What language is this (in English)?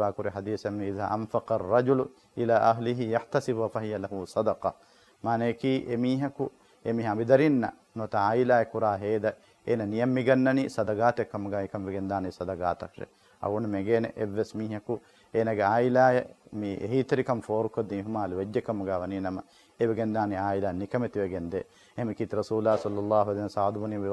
Divehi